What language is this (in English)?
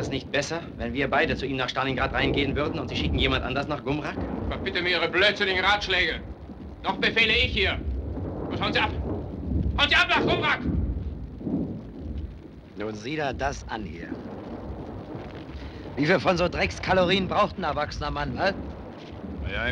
German